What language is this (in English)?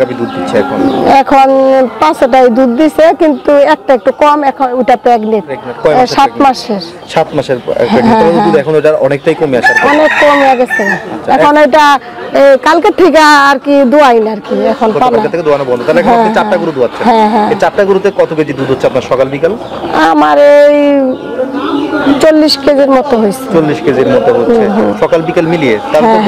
Bangla